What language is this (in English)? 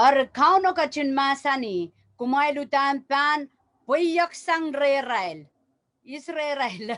Pohnpeian